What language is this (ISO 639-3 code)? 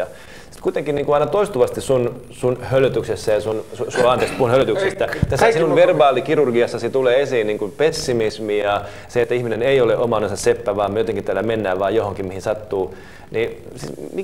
fin